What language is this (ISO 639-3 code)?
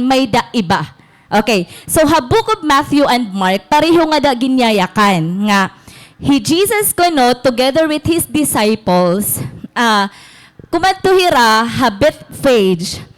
war